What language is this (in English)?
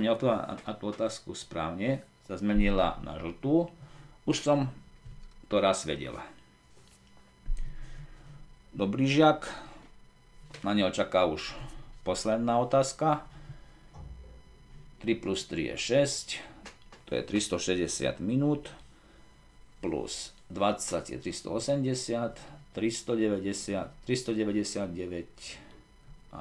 Slovak